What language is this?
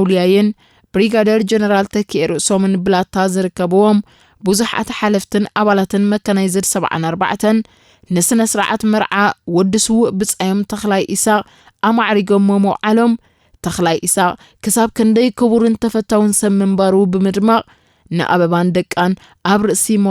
Tigrinya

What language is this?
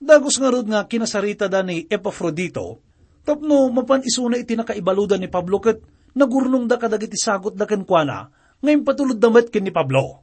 Iloko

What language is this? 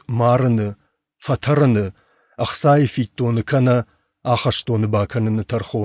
Ossetic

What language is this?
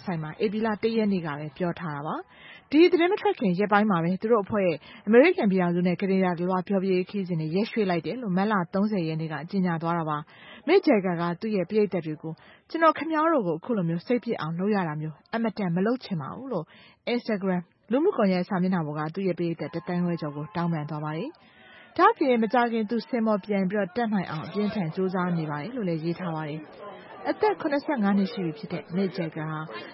Burmese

